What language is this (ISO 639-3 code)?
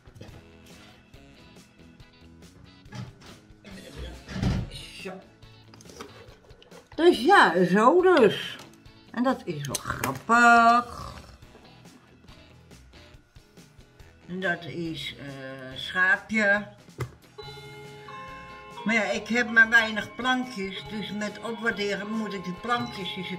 nld